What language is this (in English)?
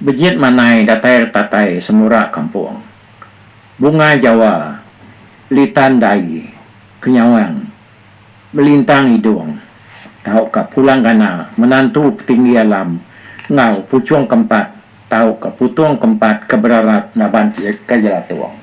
Iban